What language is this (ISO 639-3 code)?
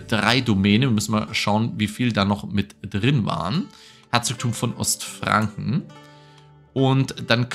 deu